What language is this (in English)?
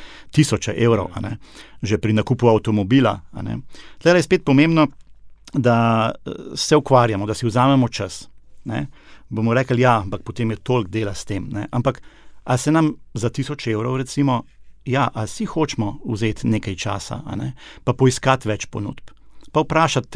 Slovenian